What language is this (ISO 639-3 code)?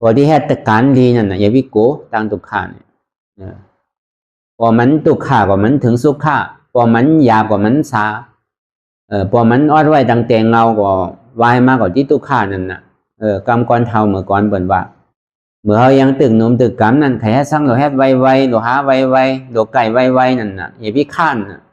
shn